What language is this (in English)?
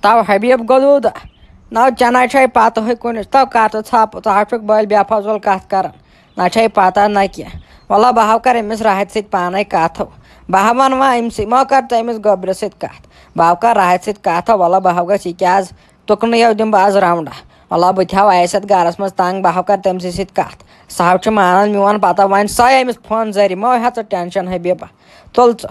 Kashmiri